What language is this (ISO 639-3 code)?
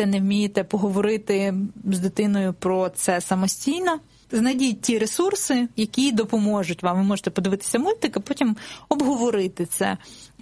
ukr